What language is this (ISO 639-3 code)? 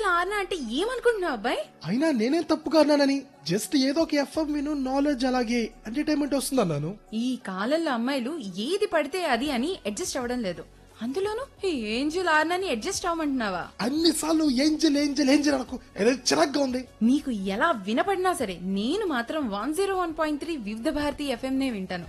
tel